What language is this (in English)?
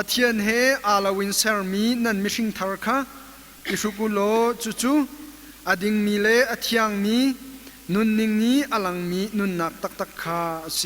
Hakha Chin